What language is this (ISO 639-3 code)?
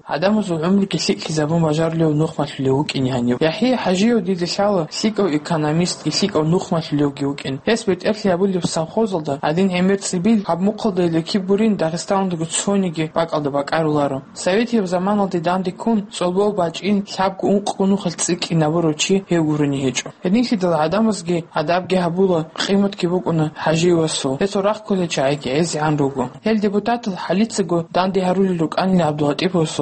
ava